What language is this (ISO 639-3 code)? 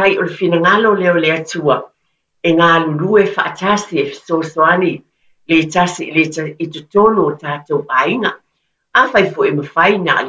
smo